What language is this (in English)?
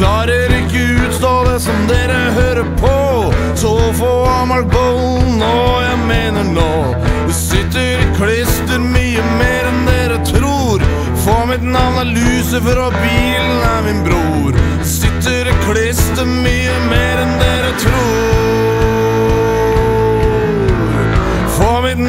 Norwegian